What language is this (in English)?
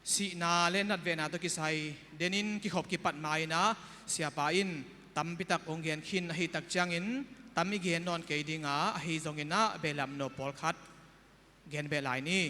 Tedim Chin